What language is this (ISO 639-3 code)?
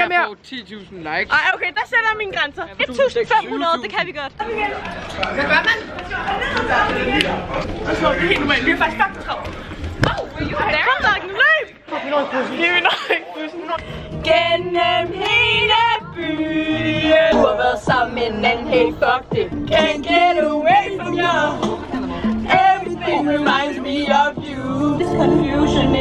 dan